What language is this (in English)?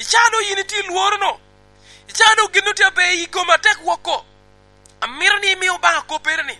Lango (Uganda)